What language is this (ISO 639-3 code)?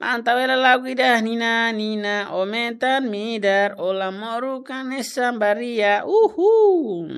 tet